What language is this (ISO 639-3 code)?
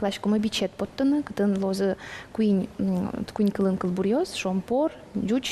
udm